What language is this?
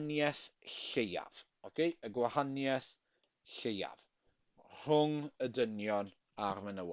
Welsh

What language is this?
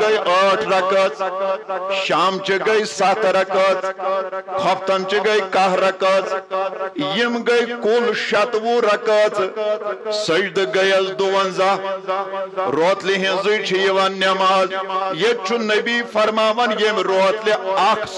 Kashmiri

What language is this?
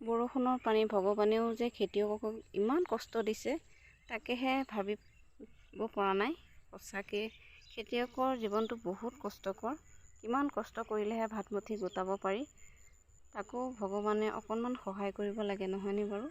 Assamese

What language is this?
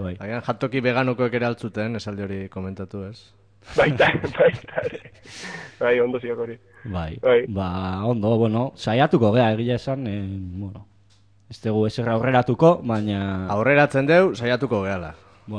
Basque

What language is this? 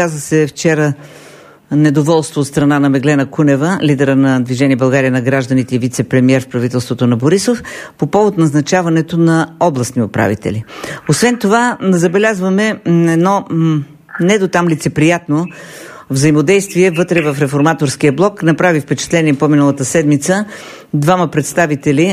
Bulgarian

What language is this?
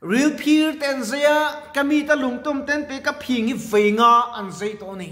Mizo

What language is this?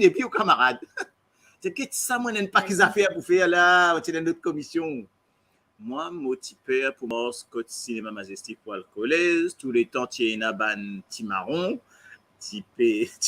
Morisyen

